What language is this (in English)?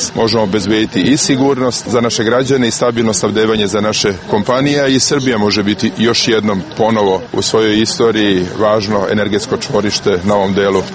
Serbian